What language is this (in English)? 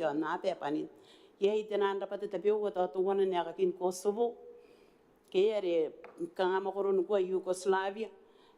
Gilbertese